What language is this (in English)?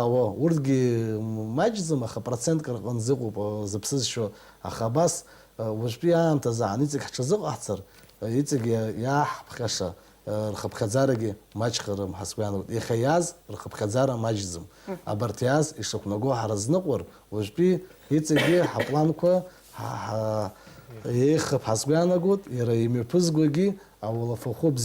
Abkhazian